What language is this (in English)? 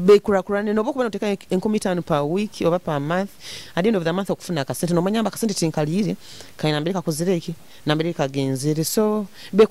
Nyoro